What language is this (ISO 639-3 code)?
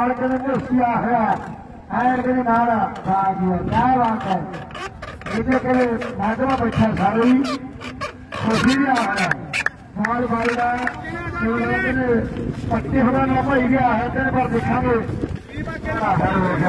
pan